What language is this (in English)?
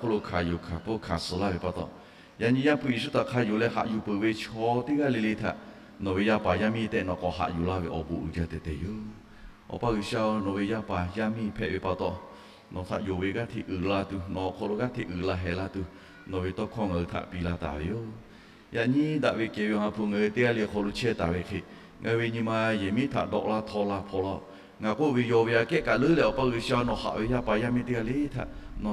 Lahu